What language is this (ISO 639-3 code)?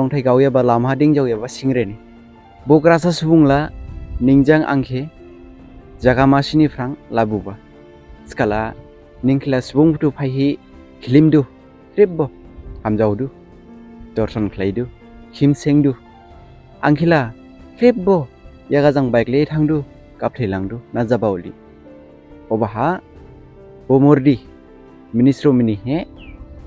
dis